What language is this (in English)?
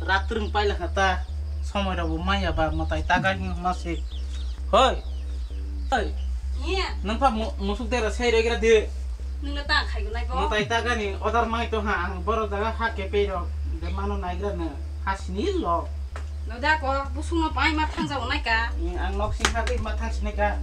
Kok Borok